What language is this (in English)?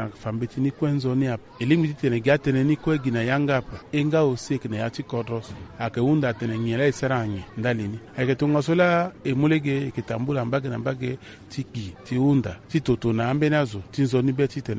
Sango